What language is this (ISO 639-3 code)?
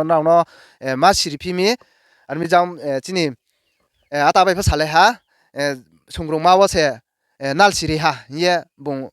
ria